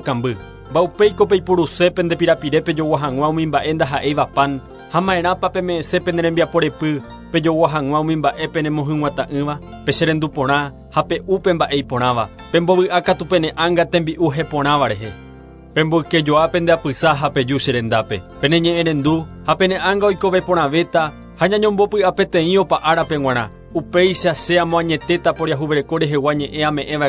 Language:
Guarani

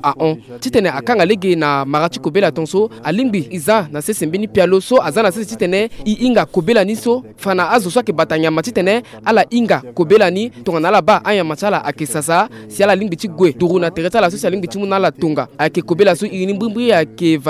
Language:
Sango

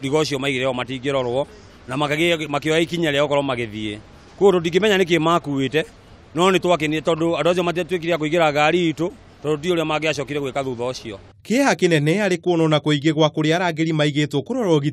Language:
Kikuyu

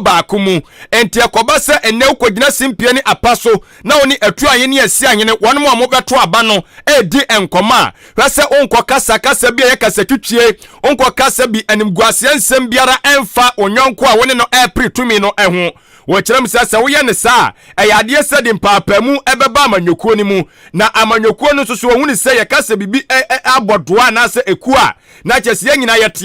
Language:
Akan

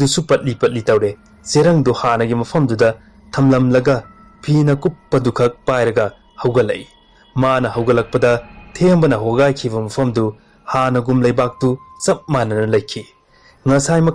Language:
Manipuri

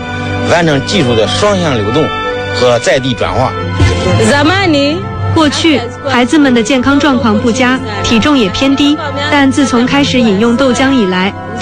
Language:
Chinese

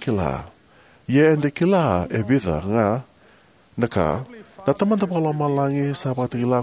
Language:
Fijian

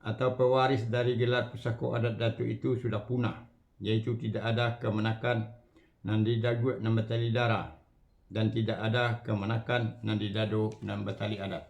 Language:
Minangkabau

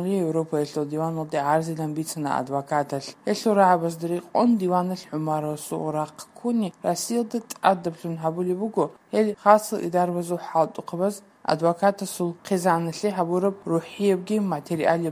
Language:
Avaric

